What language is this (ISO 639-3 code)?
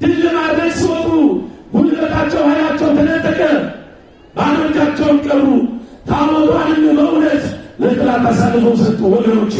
amh